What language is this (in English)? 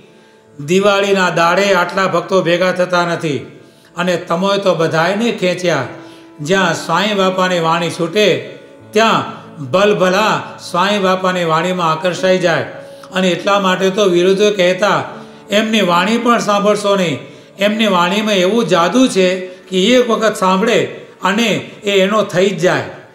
Gujarati